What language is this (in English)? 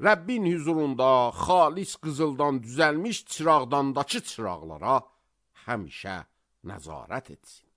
Azerbaijani